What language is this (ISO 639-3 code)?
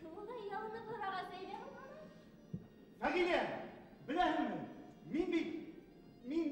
bak